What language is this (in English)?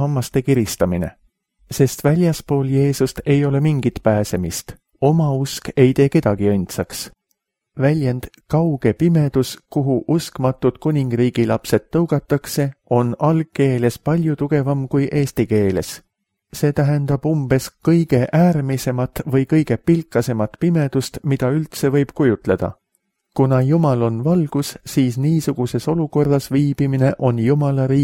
Estonian